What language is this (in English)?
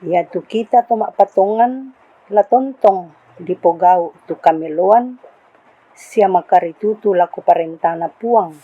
Toraja-Sa'dan